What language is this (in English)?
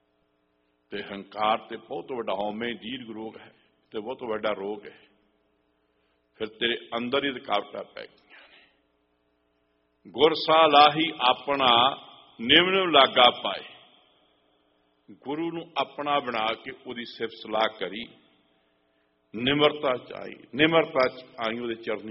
Punjabi